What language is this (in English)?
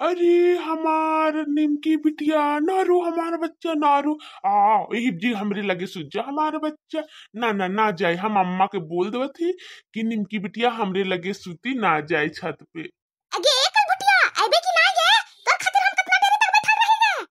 Bhojpuri